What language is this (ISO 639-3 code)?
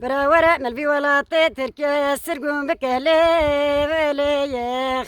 zza